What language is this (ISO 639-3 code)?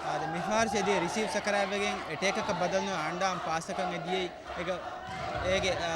div